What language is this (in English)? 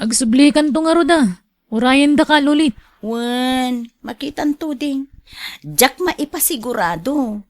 Iloko